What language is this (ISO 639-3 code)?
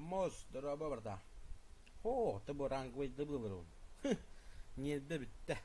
sah